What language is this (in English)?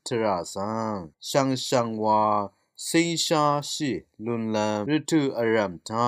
Rawang